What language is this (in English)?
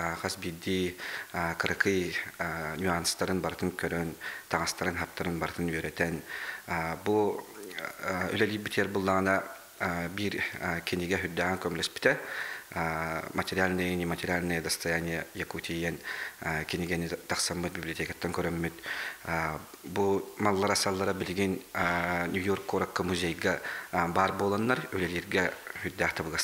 Yakut